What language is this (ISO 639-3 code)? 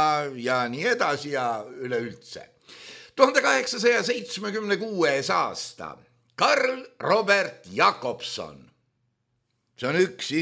est